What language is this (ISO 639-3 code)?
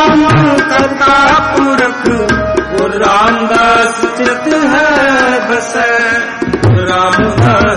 pan